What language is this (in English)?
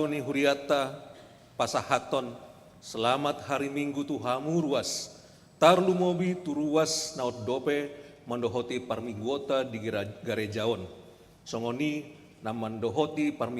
Batak Toba